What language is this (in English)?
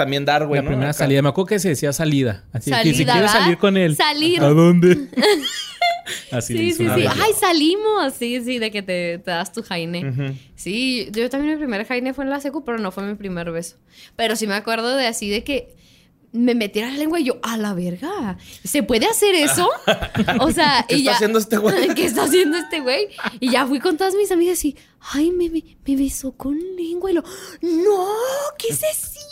Spanish